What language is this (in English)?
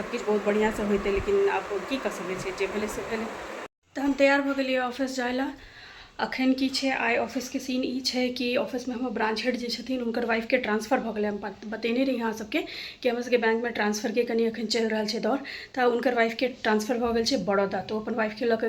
Maithili